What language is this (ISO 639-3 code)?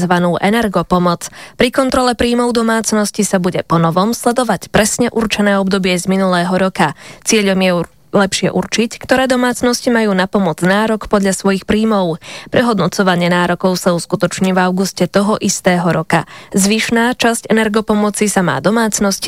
slk